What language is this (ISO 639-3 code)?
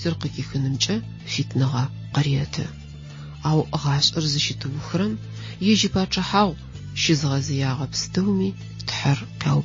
ady